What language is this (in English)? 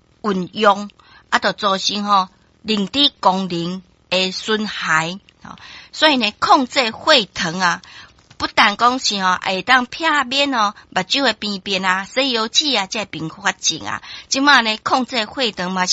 Min Nan Chinese